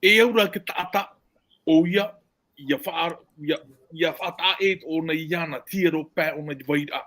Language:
Tahitian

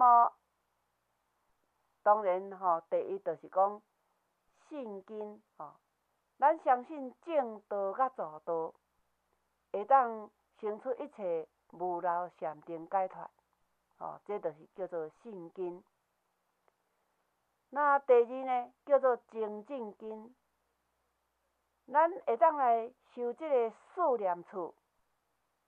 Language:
Min Nan Chinese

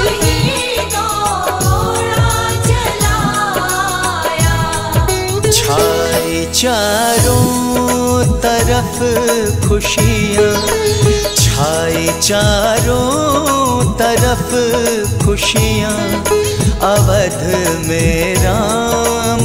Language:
Hindi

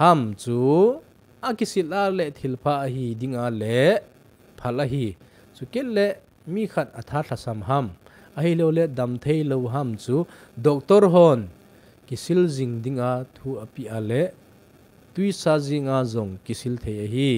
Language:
Thado Chin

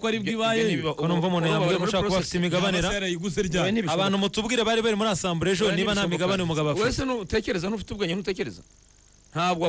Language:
Kinyarwanda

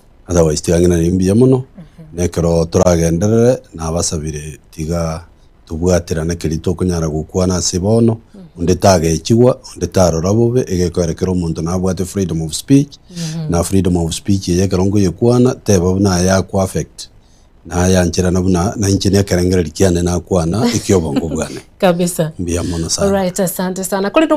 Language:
Gusii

